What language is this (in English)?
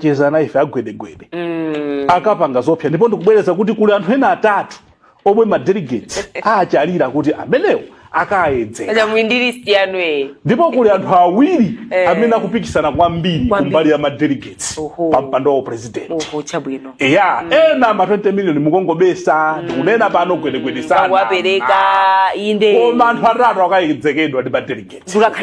Nyanja